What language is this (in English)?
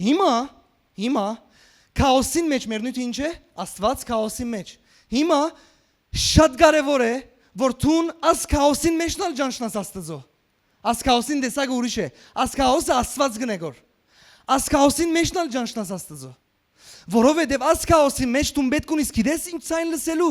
Western Armenian